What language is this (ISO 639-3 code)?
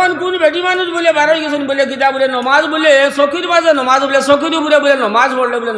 syl